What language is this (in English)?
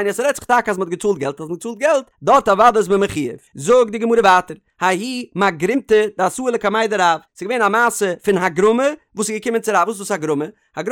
Yiddish